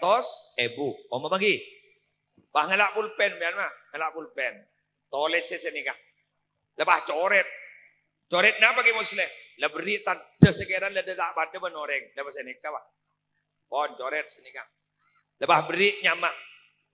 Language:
Madurese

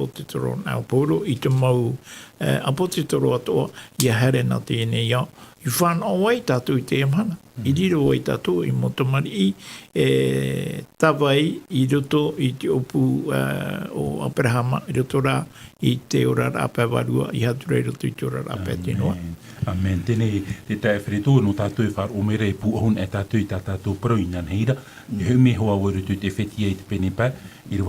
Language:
Tahitian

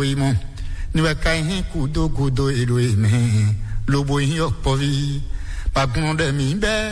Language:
Fon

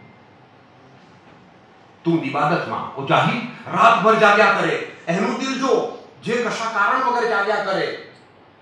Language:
Gujarati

